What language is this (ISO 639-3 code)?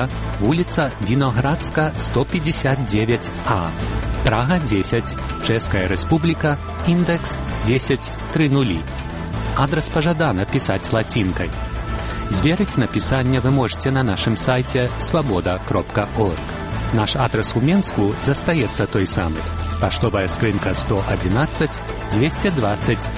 bel